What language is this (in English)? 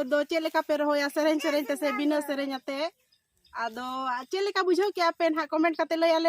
Santali